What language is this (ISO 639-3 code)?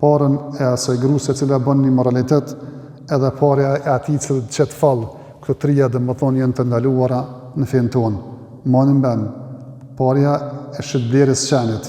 sqi